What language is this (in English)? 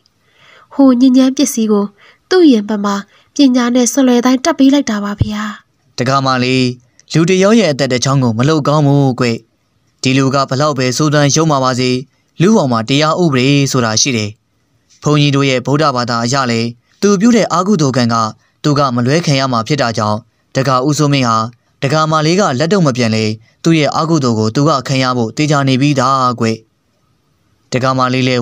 Burmese